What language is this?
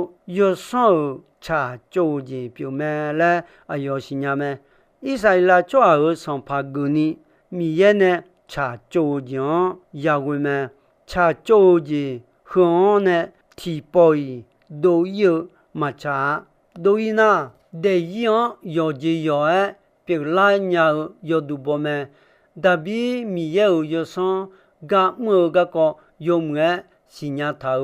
Akha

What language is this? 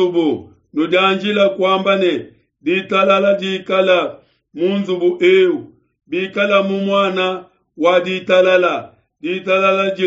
Luba-Lulua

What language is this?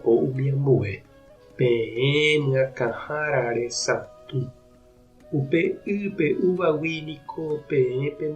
Guarani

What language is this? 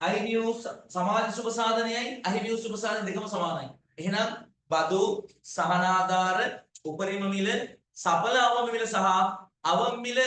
Sinhala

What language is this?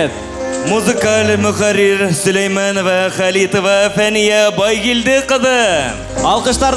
Bashkir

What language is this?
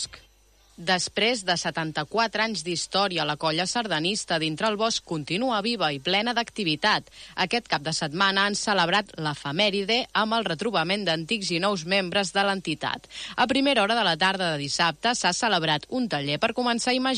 Catalan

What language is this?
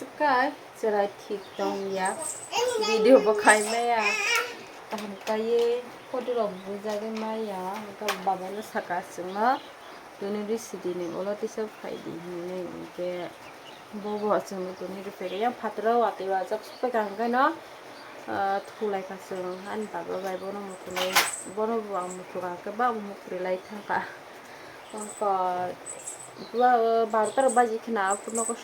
Kok Borok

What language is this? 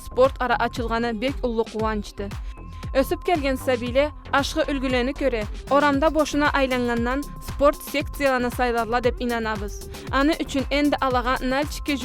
Karachay-Balkar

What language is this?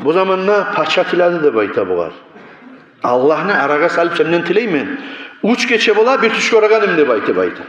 Kumyk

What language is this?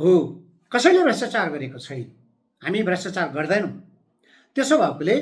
Nepali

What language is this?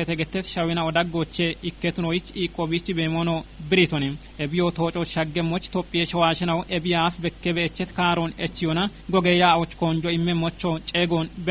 Kafa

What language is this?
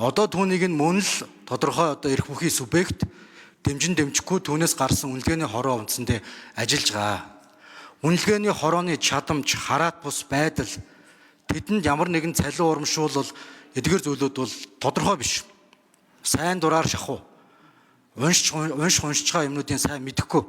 Mongolian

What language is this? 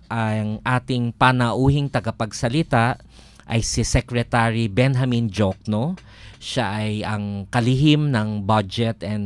Filipino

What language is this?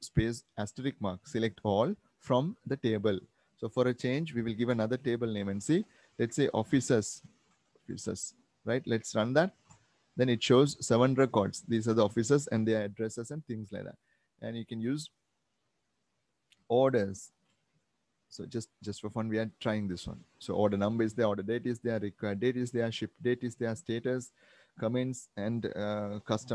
English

